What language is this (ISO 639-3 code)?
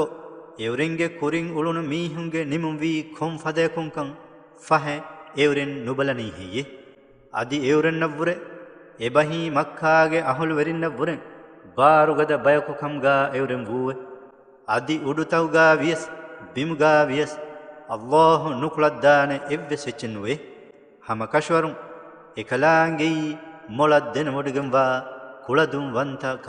div